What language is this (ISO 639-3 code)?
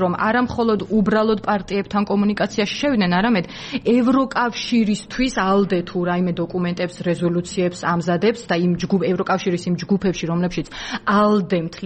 kat